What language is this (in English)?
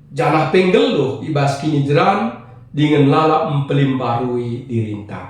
Batak Karo